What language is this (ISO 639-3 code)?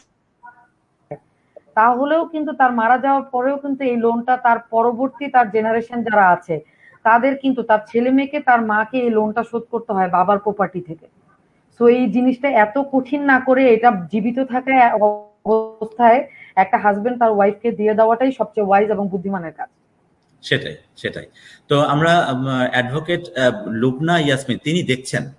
ben